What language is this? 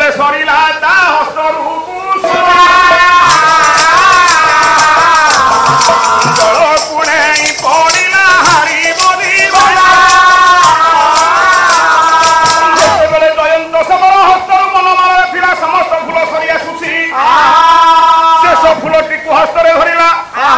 Odia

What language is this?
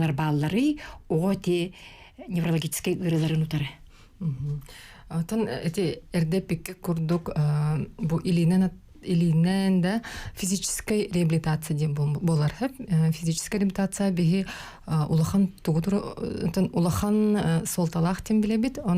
Yakut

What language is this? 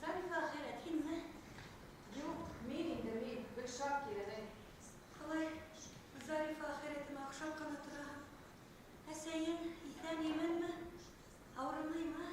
Bashkir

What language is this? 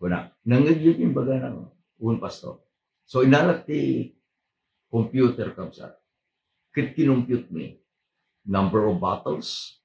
Iloko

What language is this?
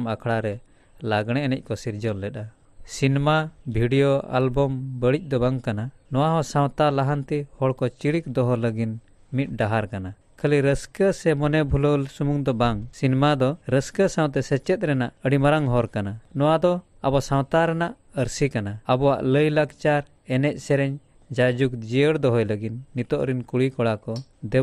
Santali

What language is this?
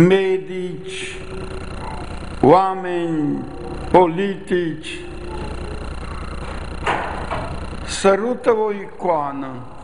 Romanian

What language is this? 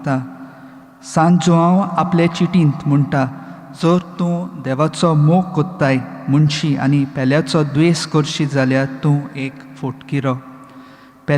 Konkani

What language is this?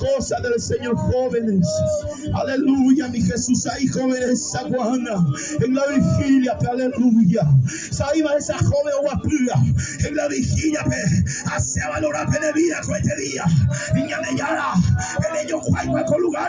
Guarani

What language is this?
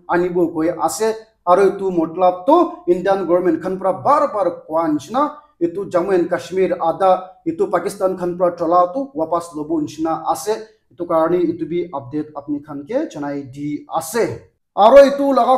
Naga Pidgin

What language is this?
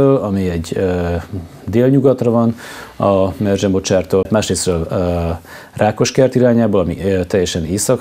Hungarian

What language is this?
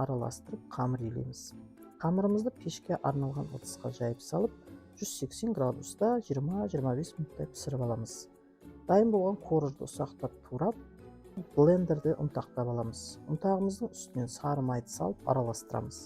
Kazakh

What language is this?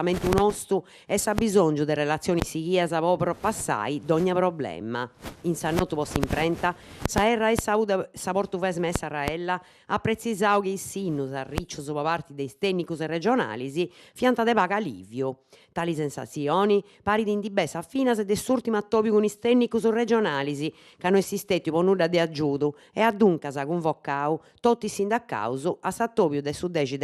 Sardinian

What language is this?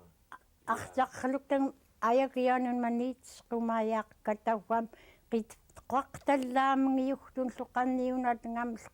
Central Yupik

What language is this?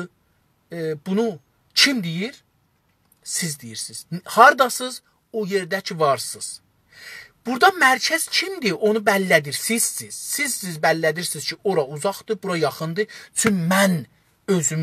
South Azerbaijani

